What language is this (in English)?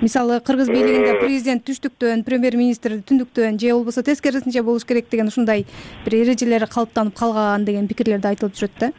Kyrgyz